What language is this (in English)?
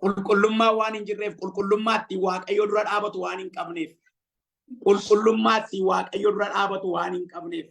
Oromo